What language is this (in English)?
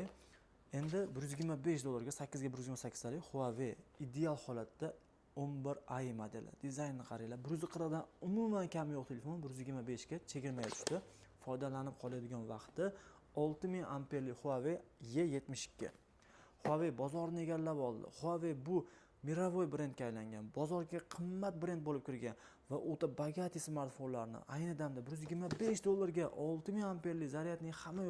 Uzbek